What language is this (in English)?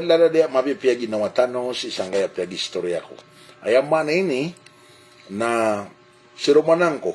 Maranao